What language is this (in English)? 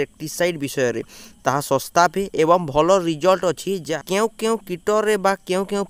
Odia